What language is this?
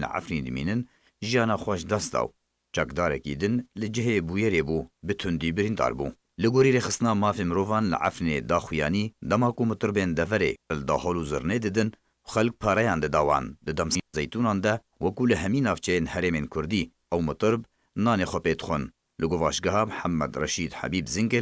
Kurdish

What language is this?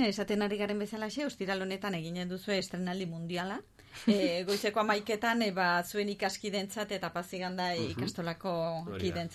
Basque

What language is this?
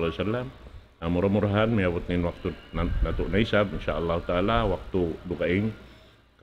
Tausug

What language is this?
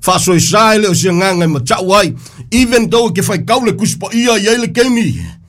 Samoan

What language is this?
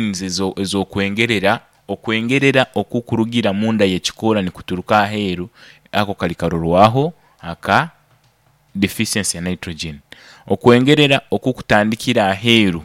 Nyoro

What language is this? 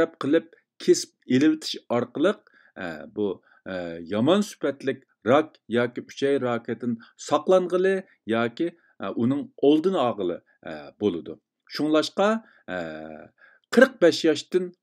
Uyghur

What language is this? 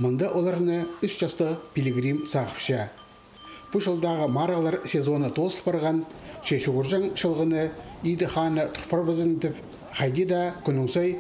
Khakas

